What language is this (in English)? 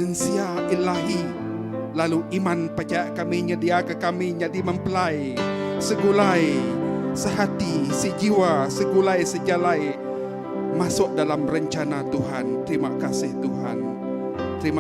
Iban